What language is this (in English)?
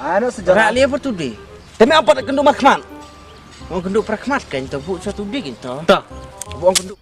Khasi